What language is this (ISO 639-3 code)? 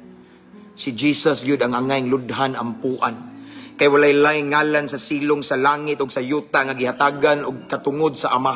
ceb